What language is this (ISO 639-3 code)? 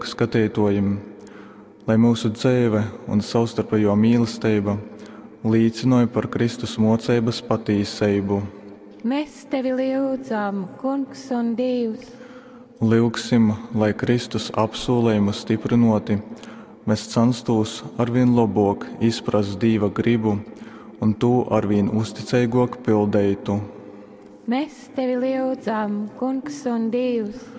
ltg